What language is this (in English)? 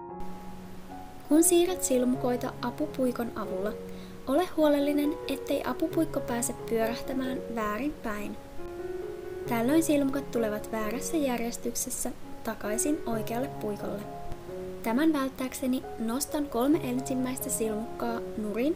Finnish